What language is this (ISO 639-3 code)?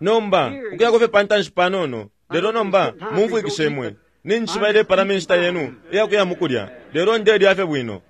bem